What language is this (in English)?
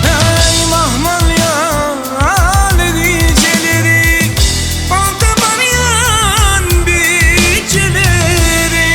Turkmen